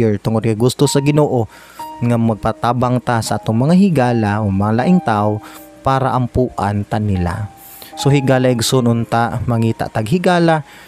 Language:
Cebuano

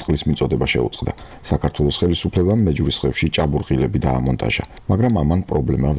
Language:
Georgian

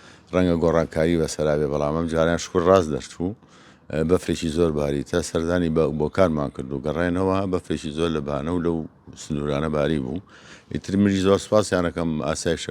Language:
Central Kurdish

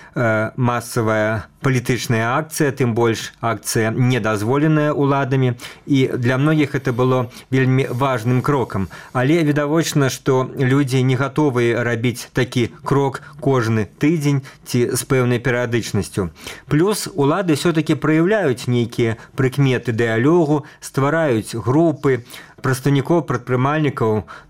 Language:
Belarusian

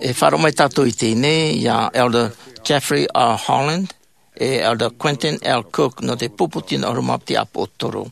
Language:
Tahitian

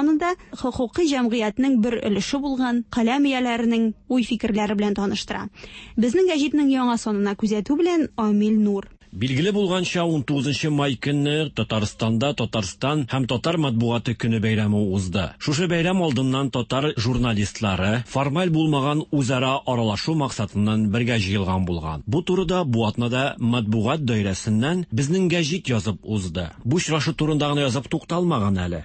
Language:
Tatar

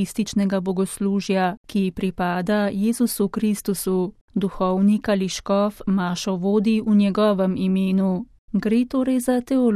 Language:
Slovenian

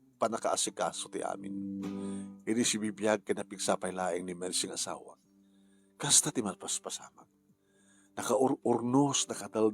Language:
Iloko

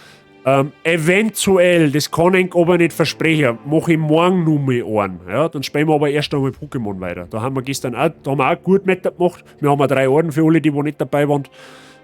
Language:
Bavarian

